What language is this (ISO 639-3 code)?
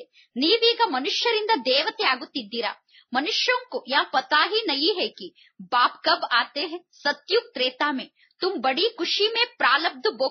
kan